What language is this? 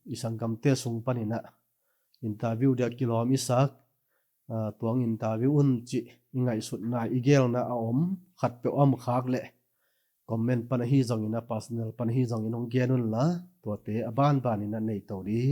Tedim Chin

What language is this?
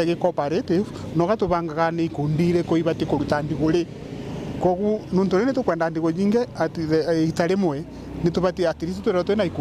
Meru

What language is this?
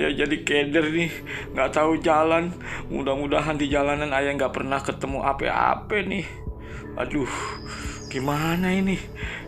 Betawi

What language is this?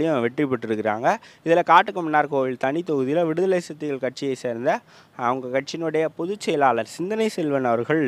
Tamil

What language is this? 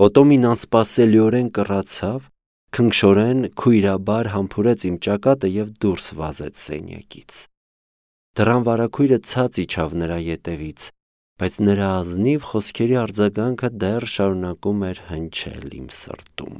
Armenian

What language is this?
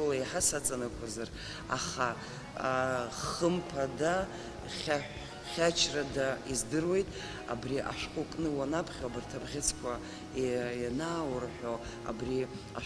Abkhazian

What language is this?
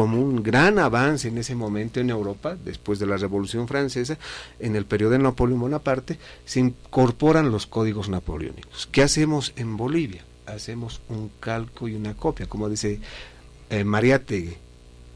Spanish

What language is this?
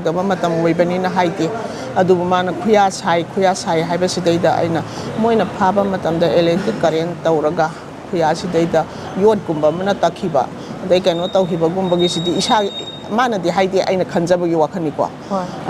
Manipuri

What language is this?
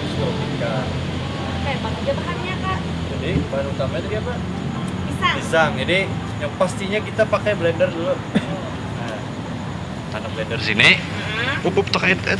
Banjar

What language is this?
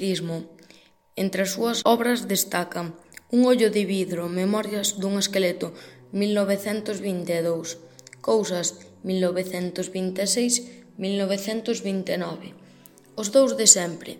Galician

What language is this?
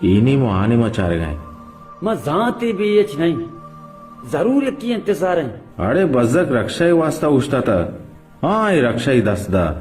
Baluchi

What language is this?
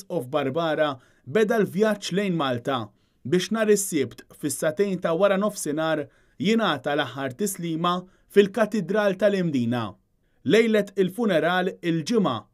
Maltese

